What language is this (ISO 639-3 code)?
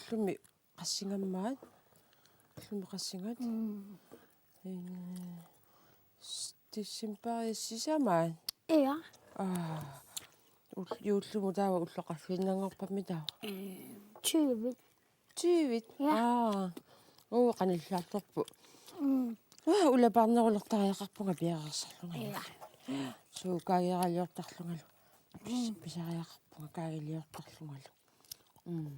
kal